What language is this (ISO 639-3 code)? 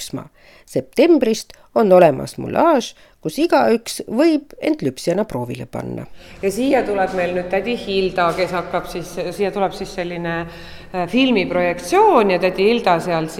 est